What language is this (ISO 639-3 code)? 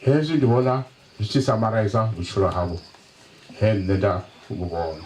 ven